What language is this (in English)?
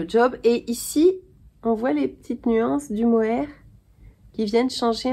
French